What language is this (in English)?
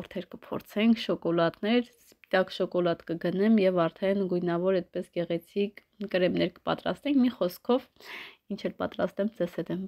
Armenian